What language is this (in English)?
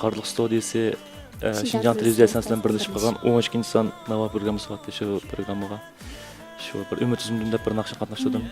Uyghur